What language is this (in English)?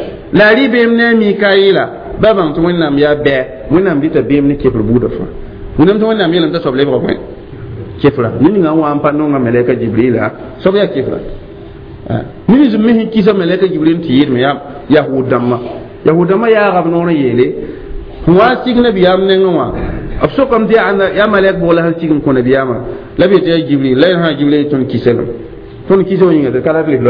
Mossi